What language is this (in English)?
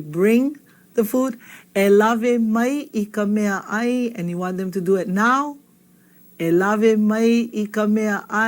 Hawaiian